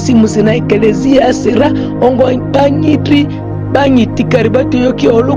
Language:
Ma'di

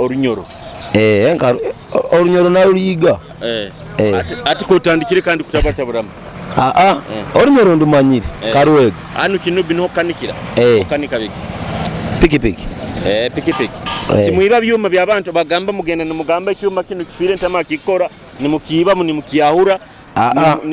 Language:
Nyoro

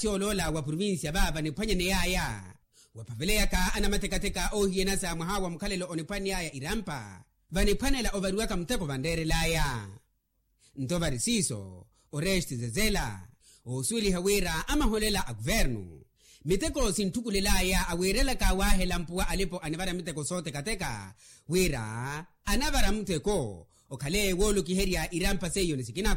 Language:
Makhuwa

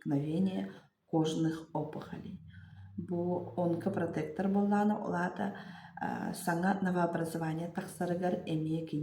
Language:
Yakut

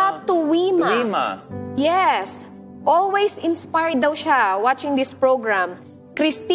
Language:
Filipino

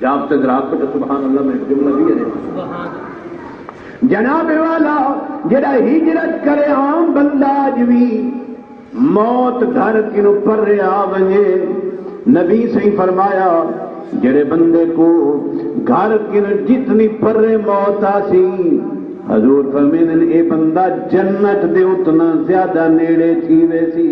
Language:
Saraiki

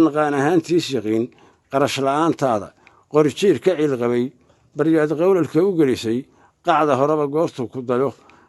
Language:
Somali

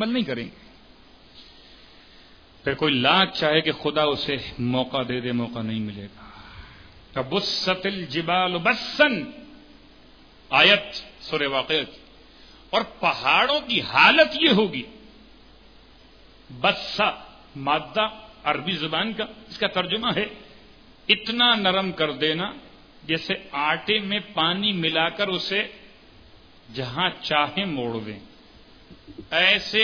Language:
Urdu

